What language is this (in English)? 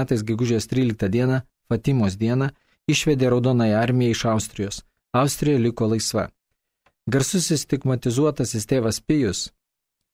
Lithuanian